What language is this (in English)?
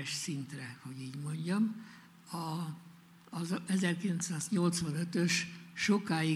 Hungarian